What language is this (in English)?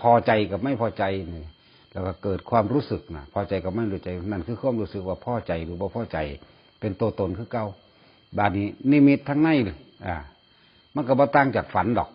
Northeastern Thai